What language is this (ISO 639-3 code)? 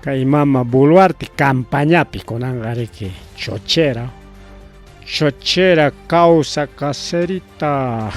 quy